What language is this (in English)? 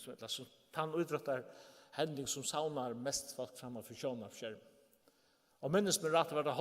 Faroese